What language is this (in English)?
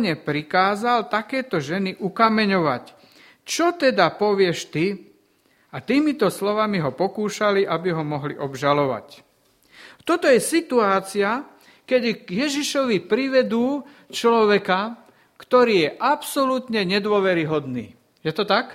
Slovak